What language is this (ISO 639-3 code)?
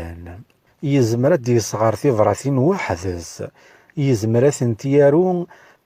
kab